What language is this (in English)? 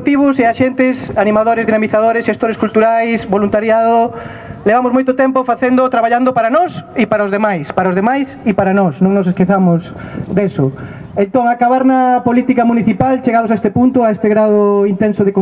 Galician